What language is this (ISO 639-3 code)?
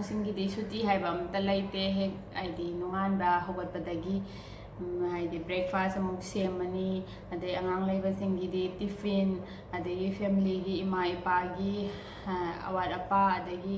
mni